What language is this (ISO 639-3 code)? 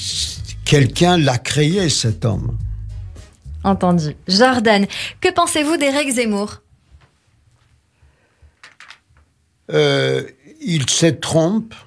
fra